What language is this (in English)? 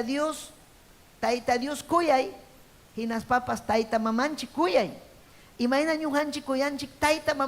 Ayacucho Quechua